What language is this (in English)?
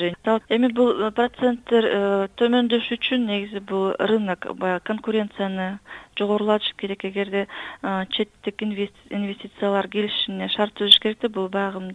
Kyrgyz